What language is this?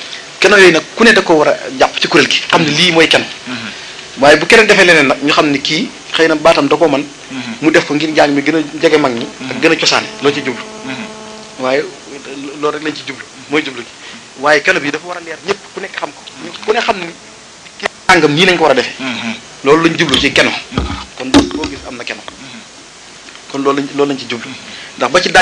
Wolof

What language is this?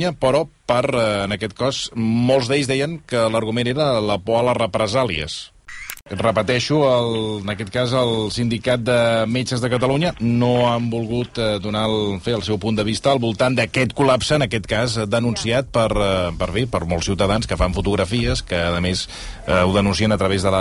Catalan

